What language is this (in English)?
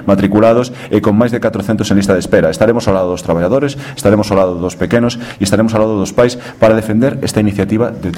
Galician